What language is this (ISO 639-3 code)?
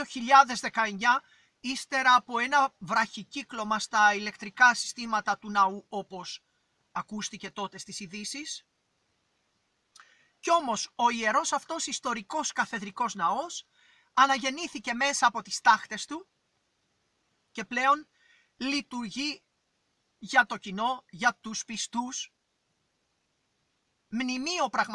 ell